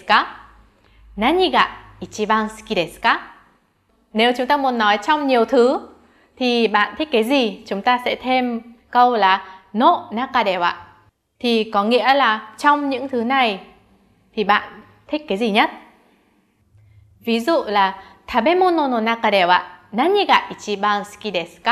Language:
Vietnamese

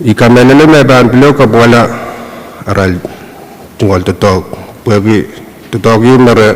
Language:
Pohnpeian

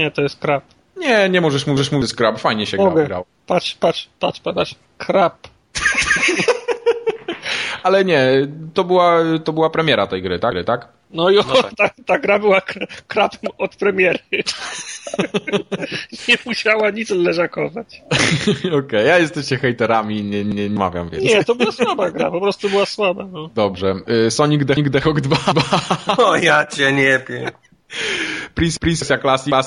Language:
Polish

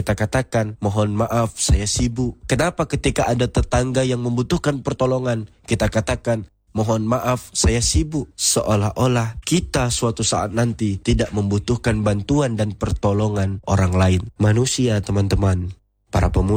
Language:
Indonesian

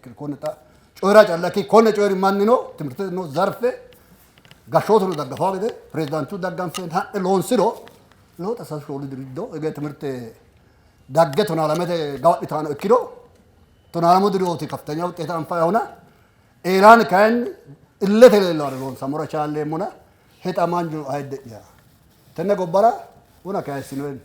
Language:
Sidamo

